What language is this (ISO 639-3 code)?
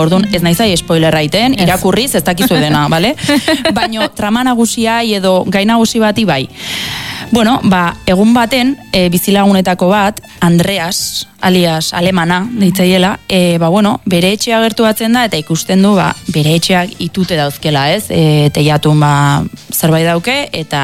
eus